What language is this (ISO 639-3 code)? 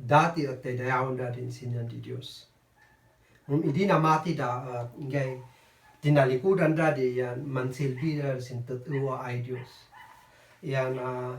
kne